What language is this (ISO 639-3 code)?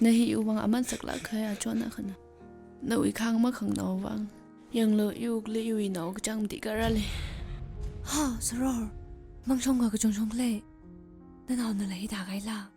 nmf